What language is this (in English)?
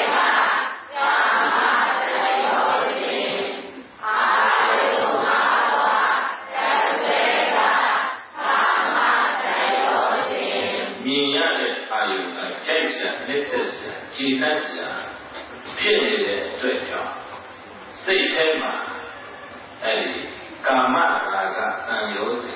Burmese